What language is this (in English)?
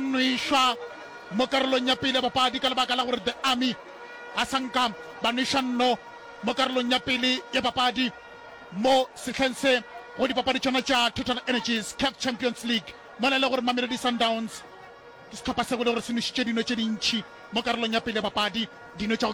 Northern Sotho